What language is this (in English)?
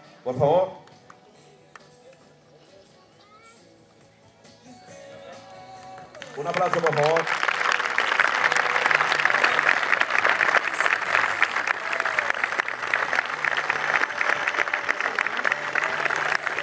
Spanish